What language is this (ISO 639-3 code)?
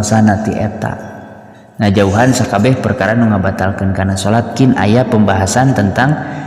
sun